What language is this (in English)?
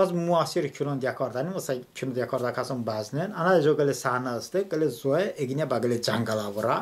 Talysh